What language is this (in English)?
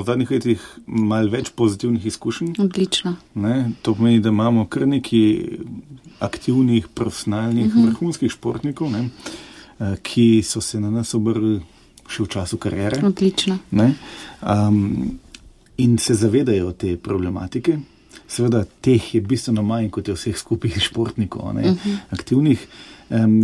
Slovenian